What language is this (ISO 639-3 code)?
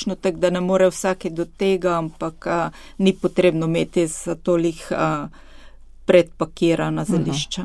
slv